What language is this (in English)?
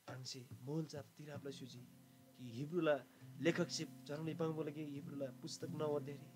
Eastern Tamang